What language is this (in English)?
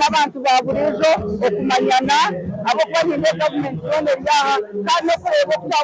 Nyankole